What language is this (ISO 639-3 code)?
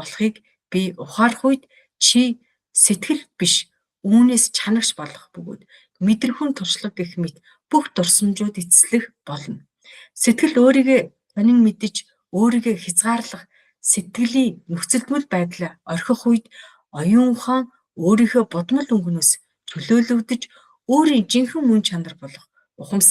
mon